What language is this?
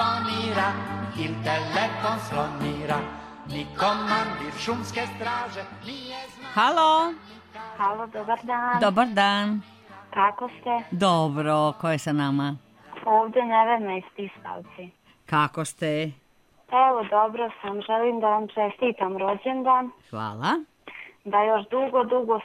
Serbian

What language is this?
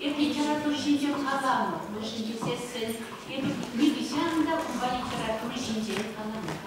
Chuvash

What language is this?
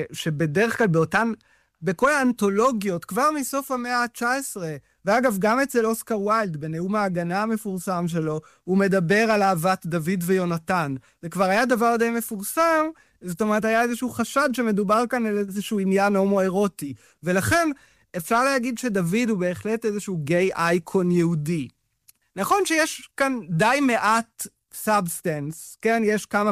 Hebrew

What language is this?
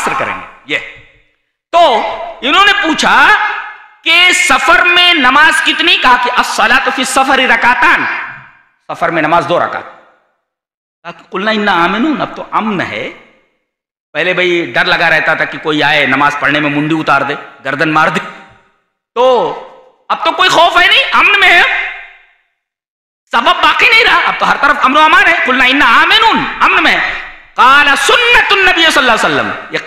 Urdu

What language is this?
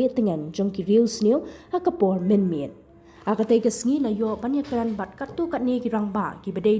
Khasi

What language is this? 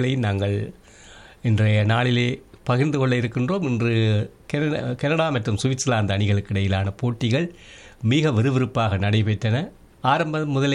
Tamil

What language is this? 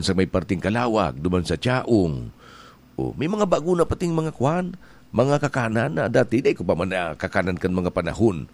Bikol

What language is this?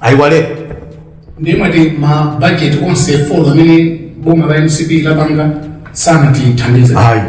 Nyanja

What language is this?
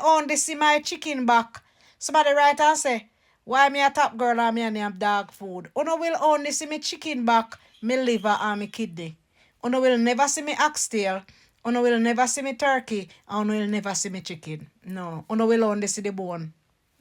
Jamaican Creole English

